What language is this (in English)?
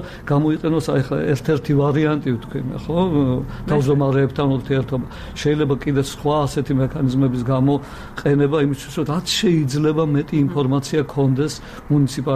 Georgian